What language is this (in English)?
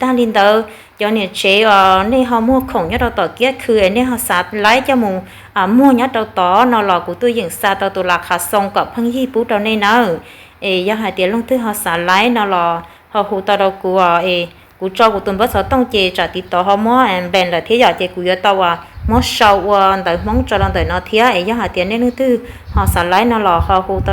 Hmong